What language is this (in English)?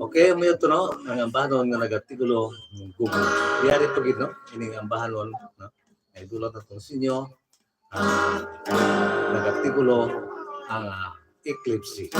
Hiligaynon